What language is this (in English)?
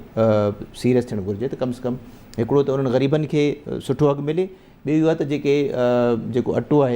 Sindhi